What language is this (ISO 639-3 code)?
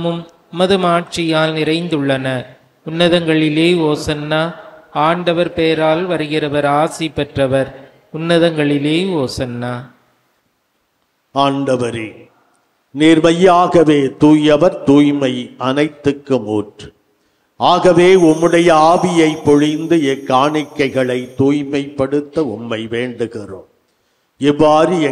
tam